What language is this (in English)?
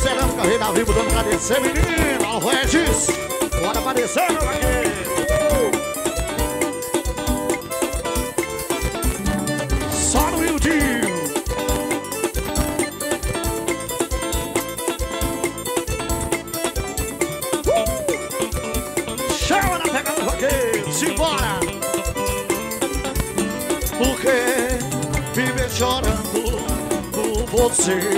Portuguese